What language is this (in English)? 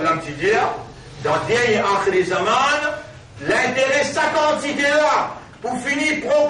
Morisyen